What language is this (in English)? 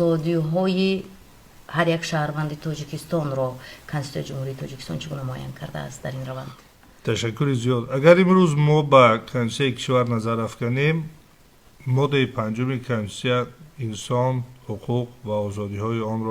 Tajik